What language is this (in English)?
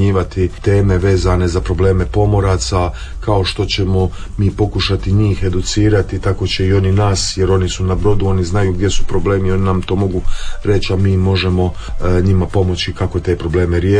Croatian